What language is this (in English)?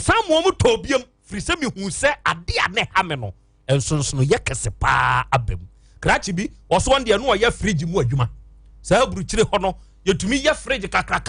Akan